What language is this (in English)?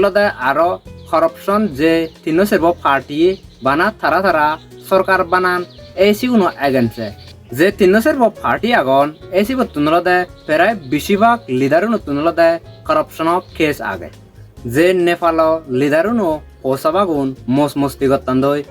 Chakma